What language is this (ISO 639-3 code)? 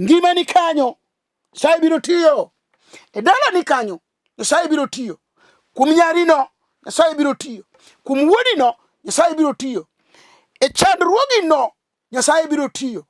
luo